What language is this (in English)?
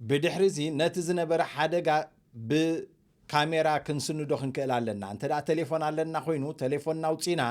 Tigrinya